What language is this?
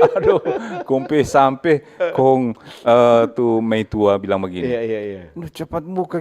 Manado Malay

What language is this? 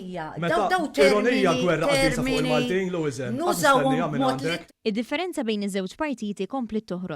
Maltese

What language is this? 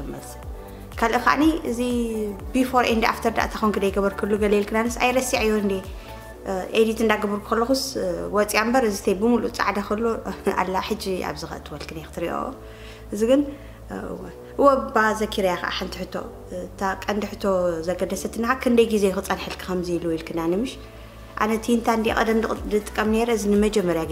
Tigrinya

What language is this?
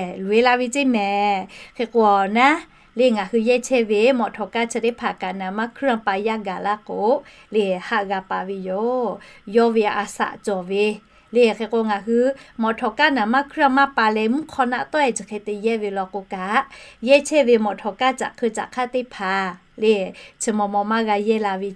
Lahu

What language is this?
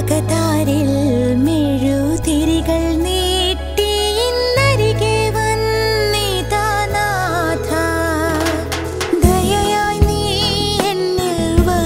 Malayalam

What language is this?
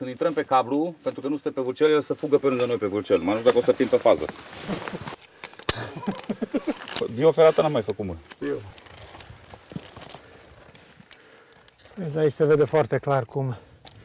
Romanian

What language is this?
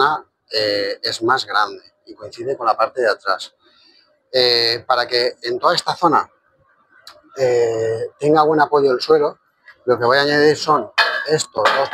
Spanish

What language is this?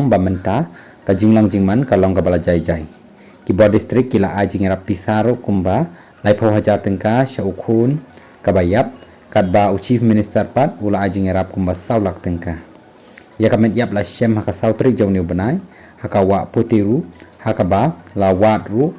Khasi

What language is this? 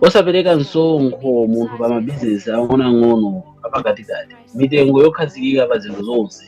Nyanja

